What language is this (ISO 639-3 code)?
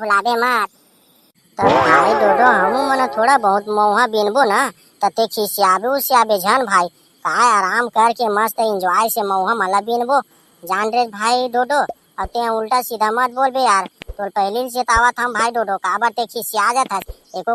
hne